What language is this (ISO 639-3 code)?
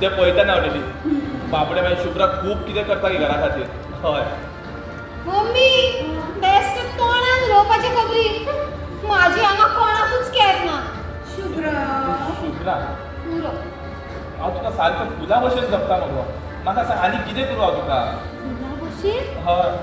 kok